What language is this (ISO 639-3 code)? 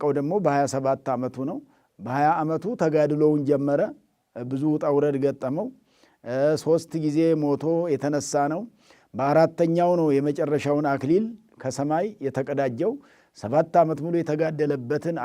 amh